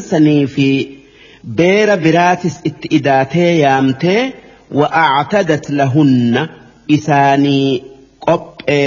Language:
Oromo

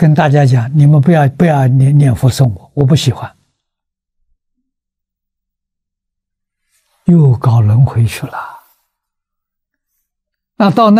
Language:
Chinese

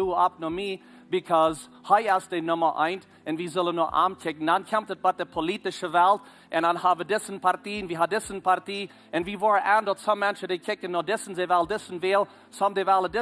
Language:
Plautdietsch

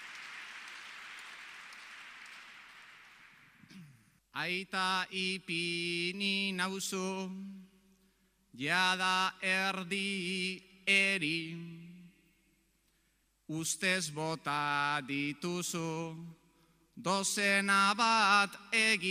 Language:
Basque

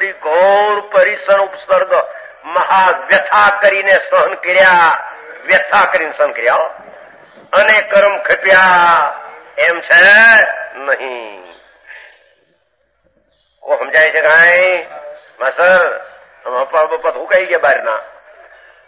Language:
Gujarati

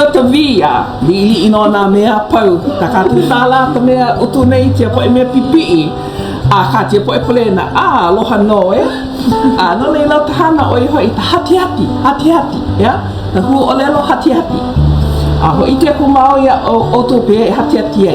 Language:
Hawaiian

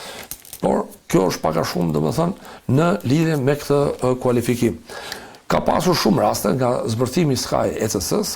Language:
Albanian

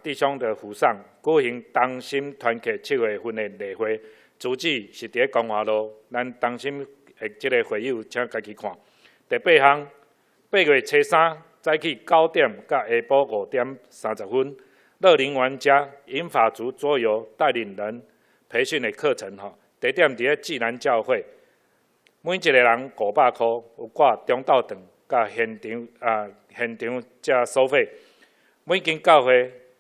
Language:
Min Nan Chinese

